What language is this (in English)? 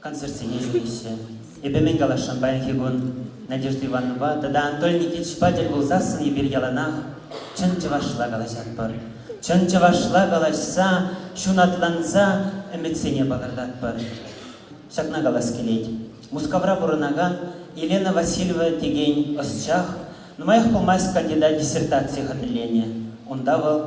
Chuvash